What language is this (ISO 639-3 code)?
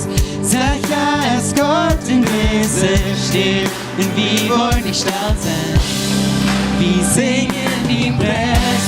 pdt